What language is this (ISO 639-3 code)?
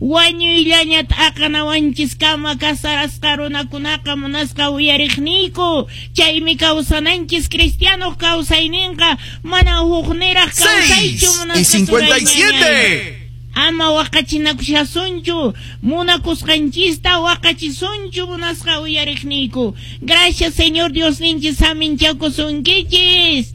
que